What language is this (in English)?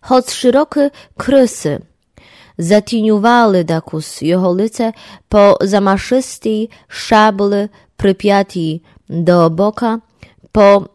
Rusyn